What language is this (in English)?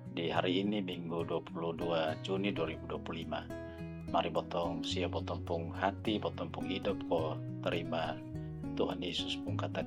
Kupang Malay